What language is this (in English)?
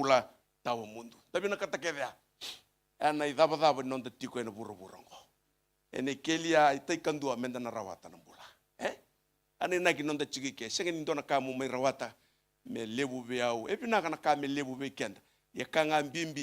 Fijian